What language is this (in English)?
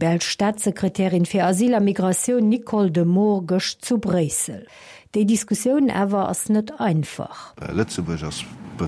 Luxembourgish